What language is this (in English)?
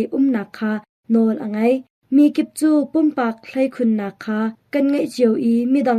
Hakha Chin